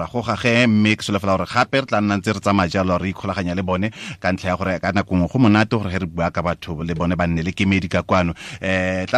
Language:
Tswana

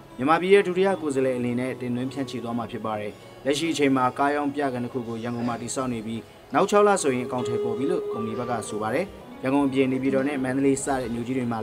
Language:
Burmese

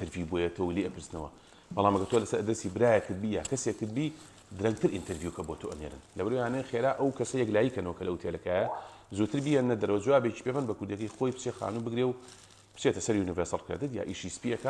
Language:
Central Kurdish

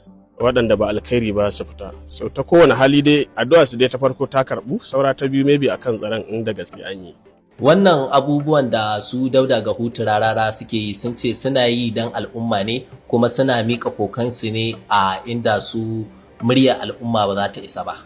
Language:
Hausa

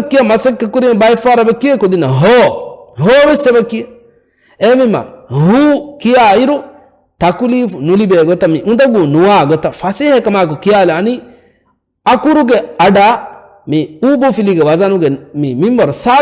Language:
Divehi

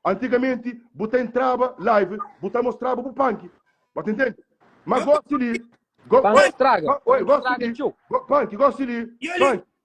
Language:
Kabuverdianu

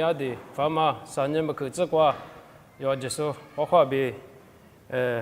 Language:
Lisu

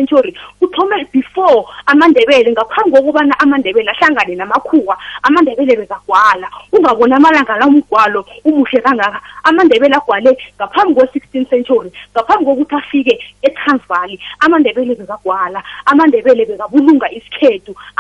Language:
South Ndebele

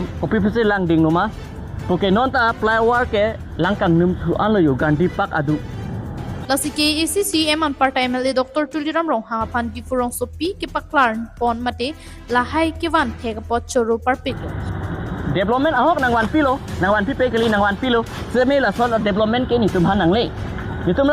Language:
Karbi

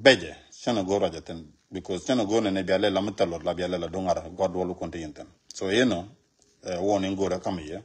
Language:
Nuer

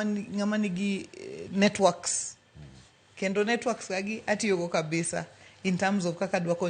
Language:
Luo (Kenya and Tanzania)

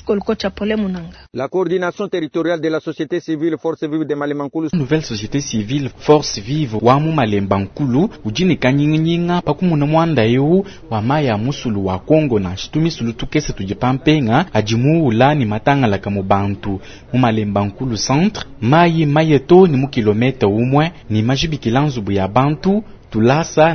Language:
Luba-Lulua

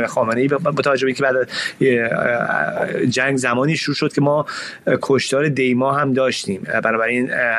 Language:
Persian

